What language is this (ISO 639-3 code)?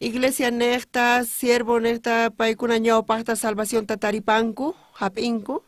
quh